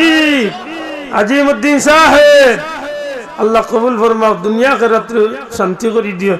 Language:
Sylheti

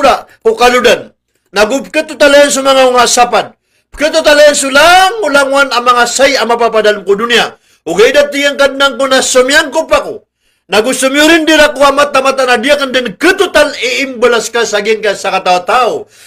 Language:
Maranao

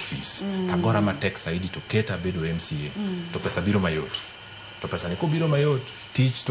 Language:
Luo (Kenya and Tanzania)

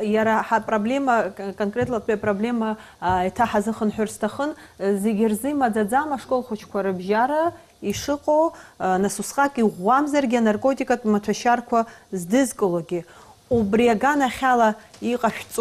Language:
Abkhazian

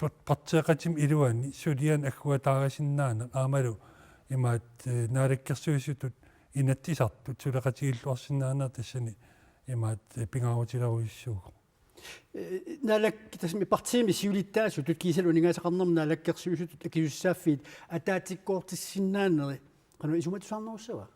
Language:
Kalaallisut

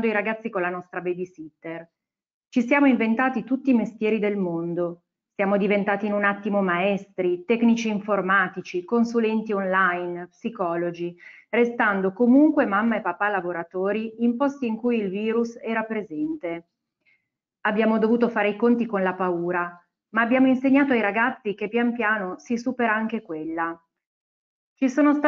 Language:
Italian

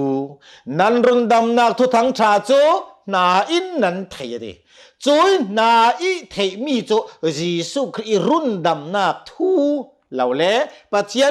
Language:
Hakha Chin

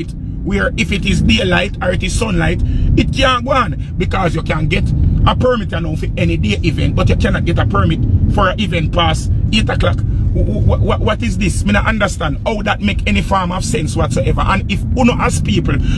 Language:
Jamaican Creole English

